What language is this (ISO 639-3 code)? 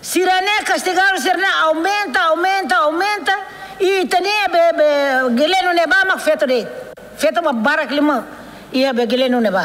tet